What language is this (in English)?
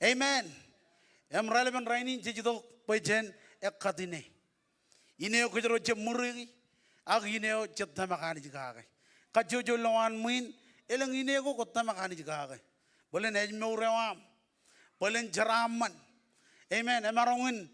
Marshallese